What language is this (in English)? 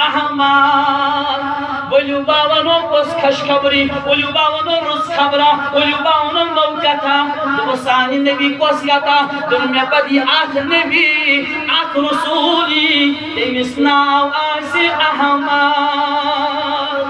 Kashmiri